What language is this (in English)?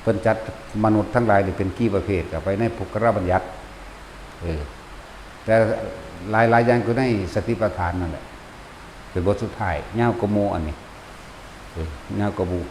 Northeastern Thai